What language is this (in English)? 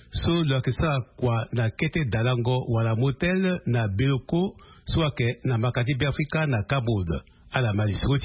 Sango